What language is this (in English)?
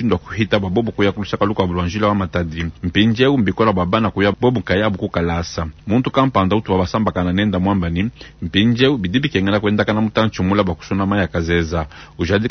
Luba-Lulua